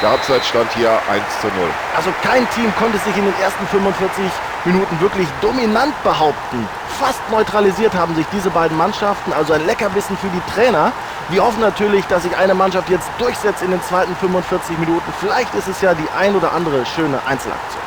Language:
Bavarian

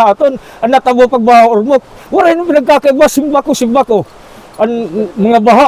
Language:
Waray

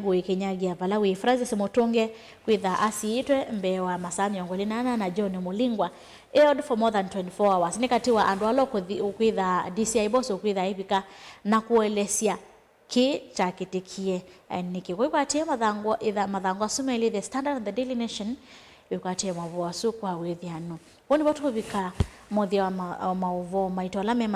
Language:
Kamba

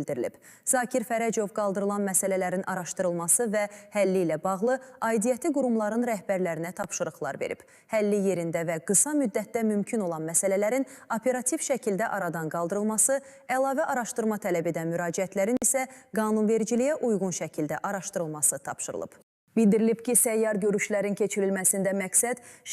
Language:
Azerbaijani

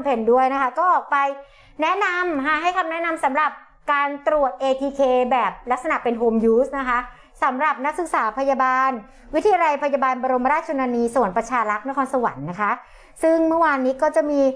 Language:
Thai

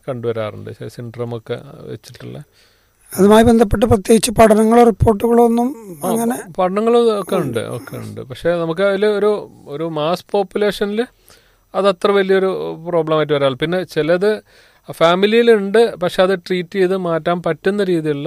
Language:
Malayalam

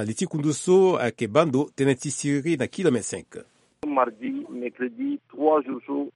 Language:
Sango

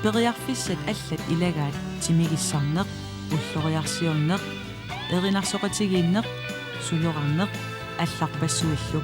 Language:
Kalaallisut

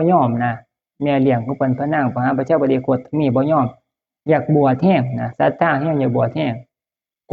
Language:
Lao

